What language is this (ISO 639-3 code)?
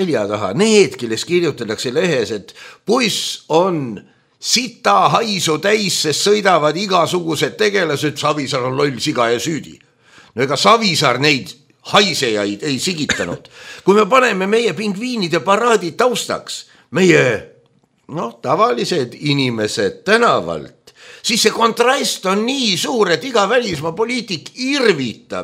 est